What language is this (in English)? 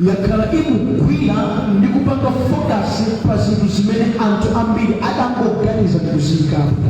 Nyanja